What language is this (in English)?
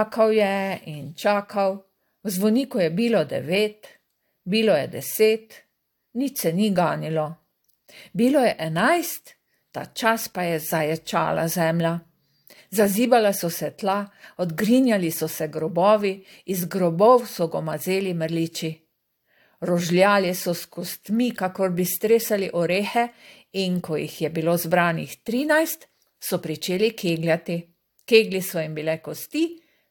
Slovenian